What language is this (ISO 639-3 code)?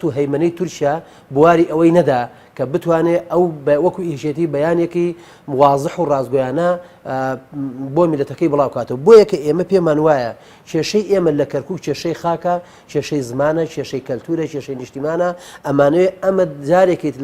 ckb